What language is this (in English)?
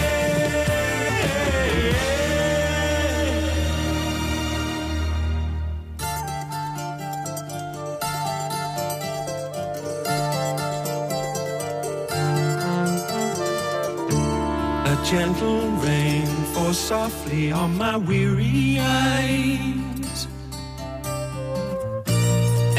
Polish